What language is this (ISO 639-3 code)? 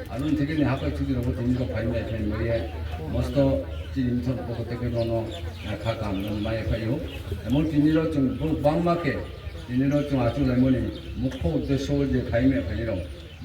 ria